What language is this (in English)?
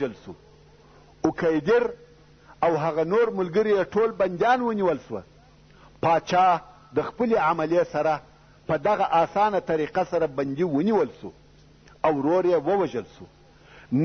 Pashto